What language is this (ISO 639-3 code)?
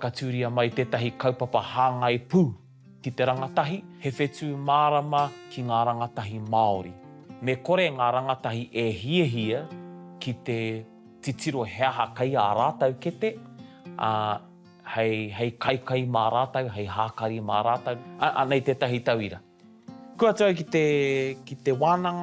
mri